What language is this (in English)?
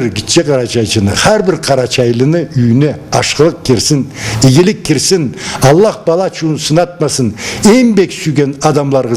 Karachay-Balkar